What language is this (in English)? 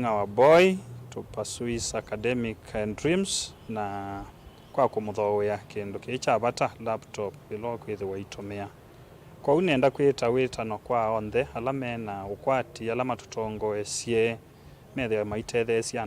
Kamba